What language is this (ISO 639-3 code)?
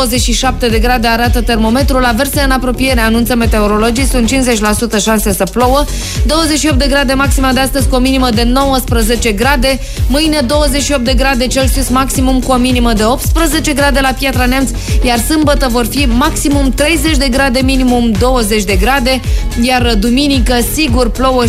ron